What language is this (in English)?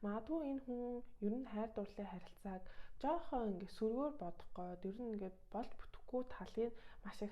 Mongolian